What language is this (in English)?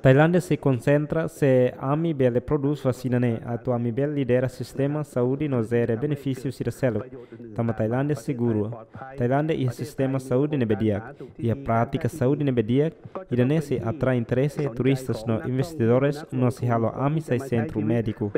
Tetum